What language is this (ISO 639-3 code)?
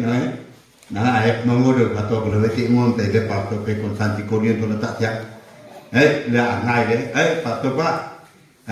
nnp